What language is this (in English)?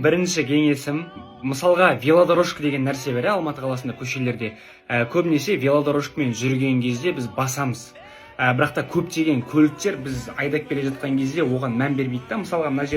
Kazakh